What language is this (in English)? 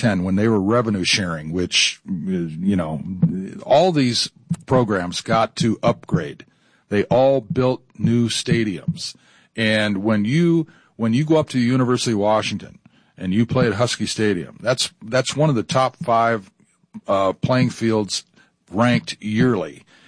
English